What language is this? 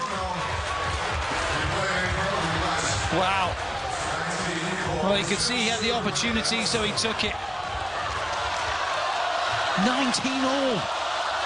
English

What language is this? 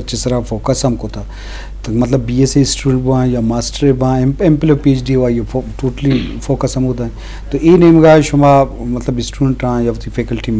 Eastern Balochi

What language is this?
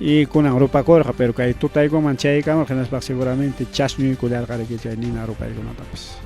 Ayacucho Quechua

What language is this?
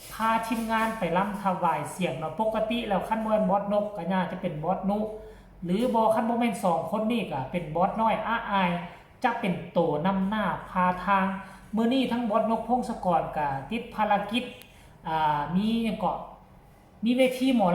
Northeastern Thai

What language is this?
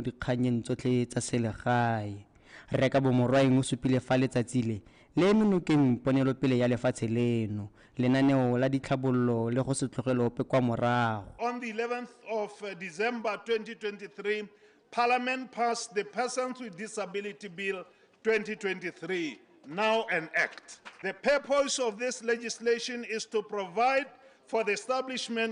Tswana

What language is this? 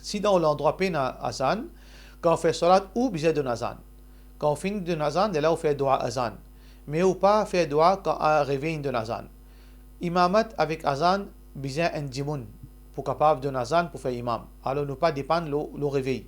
Morisyen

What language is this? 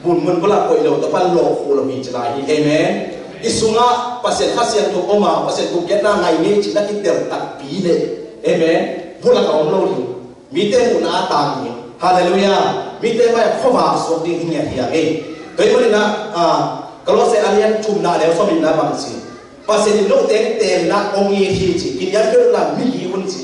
Tedim Chin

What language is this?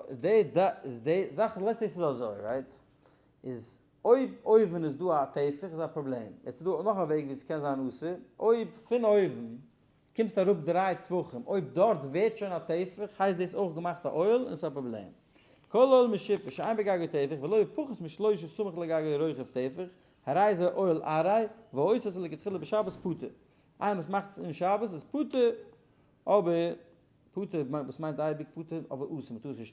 Yiddish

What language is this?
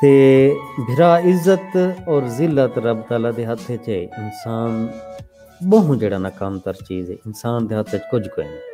Saraiki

